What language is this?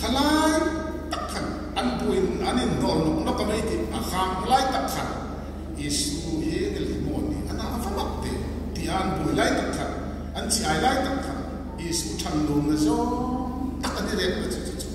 Hmar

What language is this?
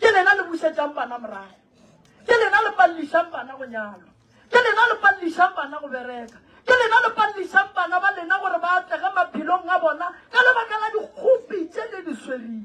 Northern Sotho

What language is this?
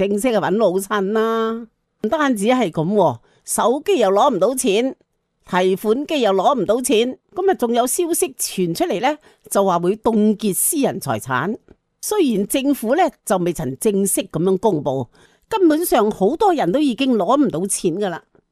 Cantonese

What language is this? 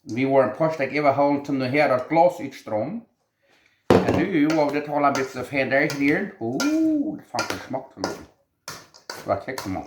Plautdietsch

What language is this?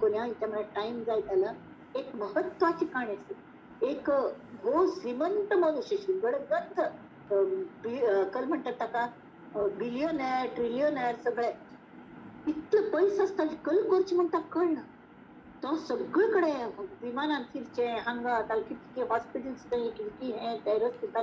Konkani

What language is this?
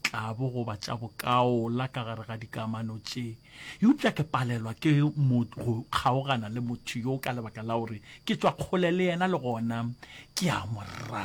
Northern Sotho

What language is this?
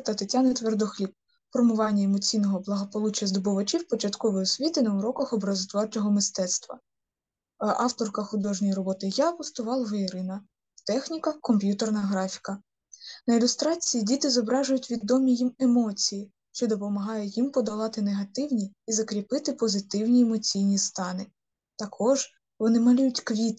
Ukrainian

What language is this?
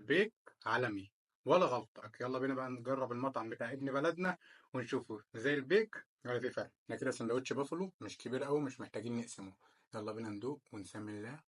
Egyptian Arabic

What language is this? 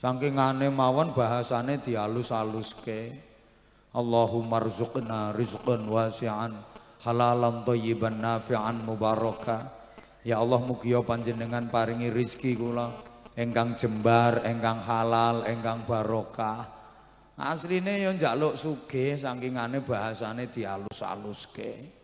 Javanese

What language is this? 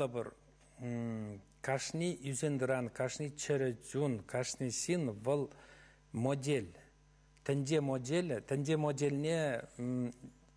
Chuvash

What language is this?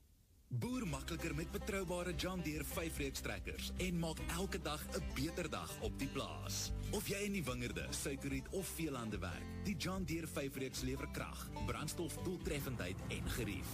Afrikaans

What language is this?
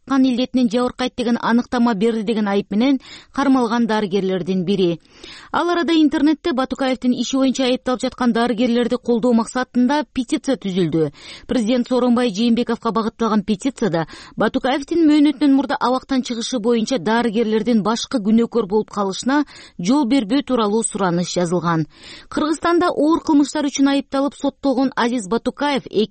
Kyrgyz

